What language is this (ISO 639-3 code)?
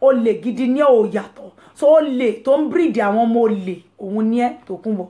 yor